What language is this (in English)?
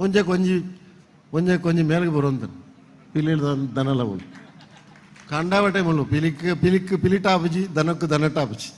Tulu